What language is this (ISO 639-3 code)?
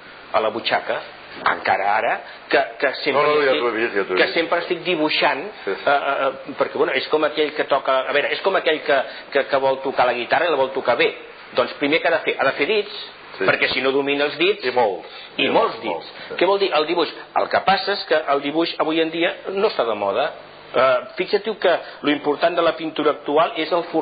cat